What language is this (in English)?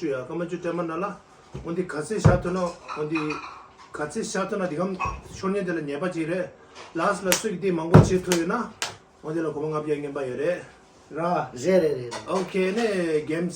Tibetan